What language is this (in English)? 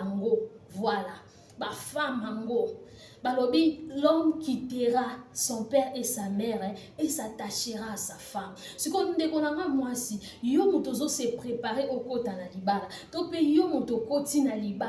Lingala